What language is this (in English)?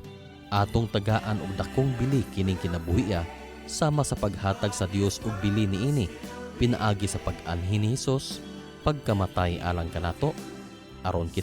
Cebuano